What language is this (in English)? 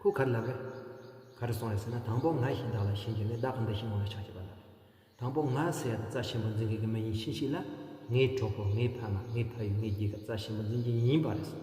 Tibetan